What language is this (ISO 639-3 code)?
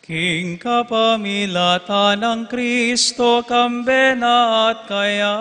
pam